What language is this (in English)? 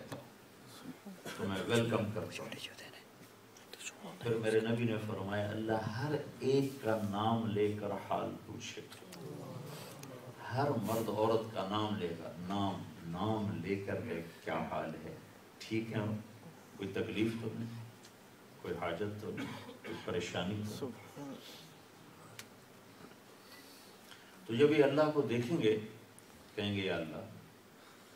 Urdu